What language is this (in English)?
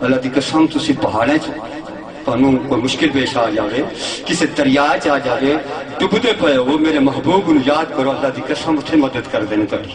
Saraiki